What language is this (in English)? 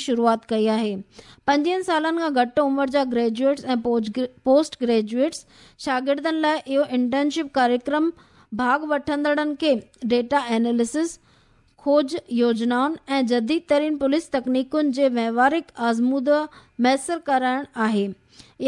Sindhi